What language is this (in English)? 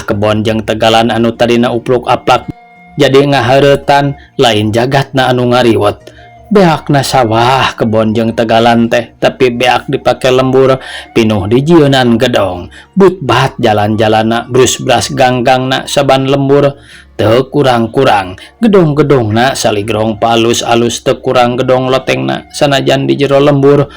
Sundanese